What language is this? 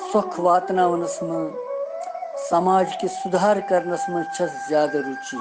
Kashmiri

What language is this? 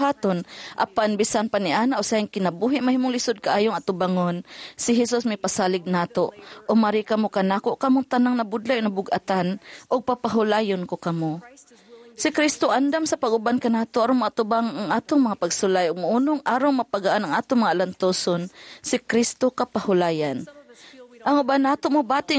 Cebuano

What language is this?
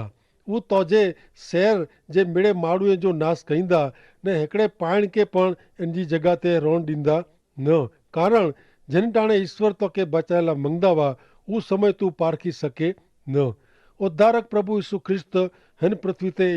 Kachhi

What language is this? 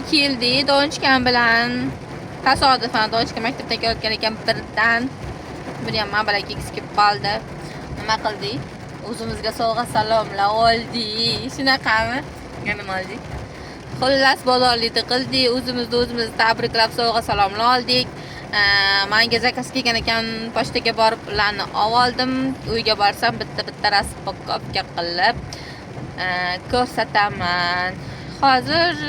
Uzbek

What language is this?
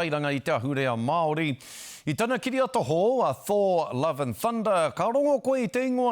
Māori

